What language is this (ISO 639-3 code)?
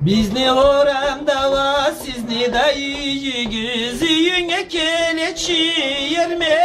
krc